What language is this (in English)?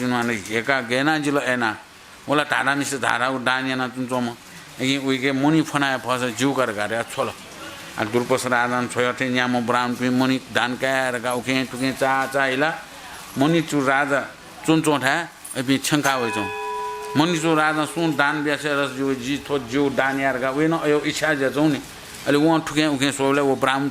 Newari